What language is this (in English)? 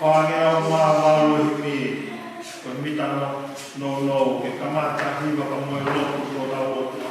Tongan